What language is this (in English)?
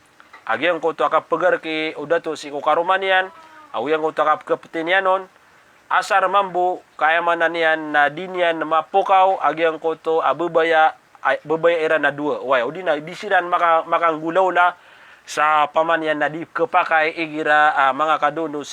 Maranao